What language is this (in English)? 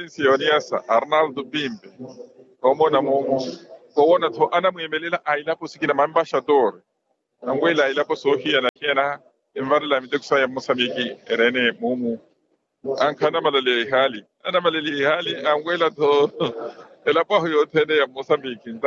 Makhuwa